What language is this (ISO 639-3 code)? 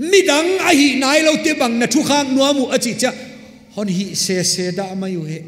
pck